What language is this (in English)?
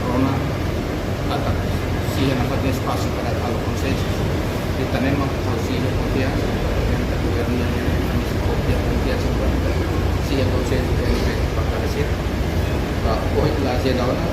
Tetum